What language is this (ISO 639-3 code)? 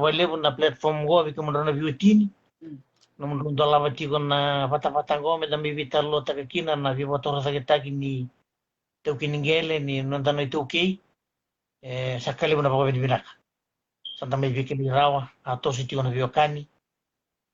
fij